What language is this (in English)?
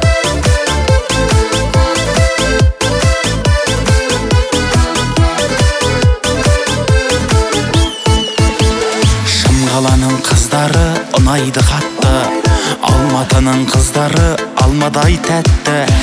Kazakh